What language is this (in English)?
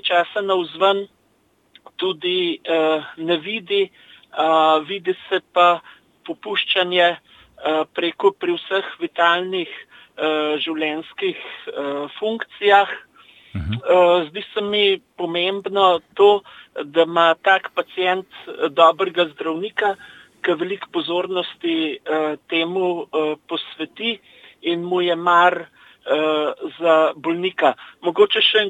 Slovenian